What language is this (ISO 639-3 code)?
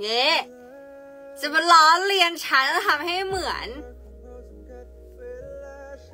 tha